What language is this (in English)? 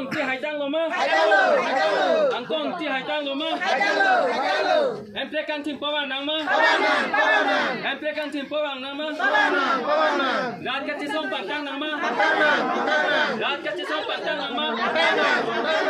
Karbi